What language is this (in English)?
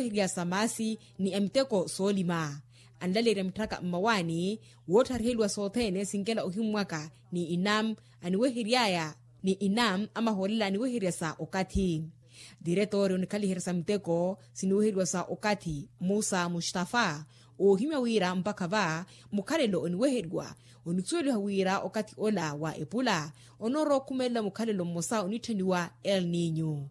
Makhuwa